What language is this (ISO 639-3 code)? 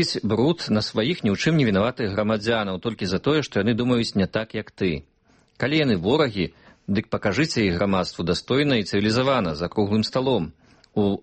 bel